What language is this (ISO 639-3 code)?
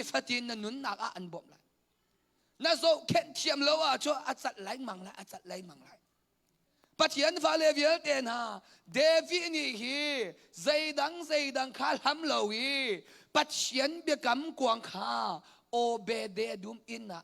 cnh